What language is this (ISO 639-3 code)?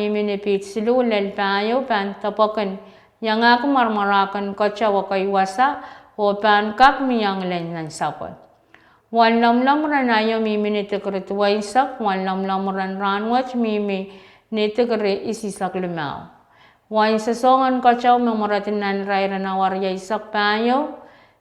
pon